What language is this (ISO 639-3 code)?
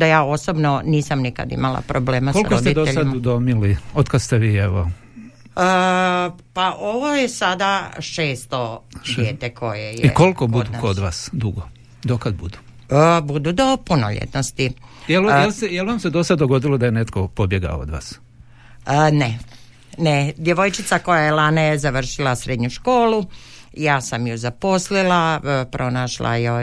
hrv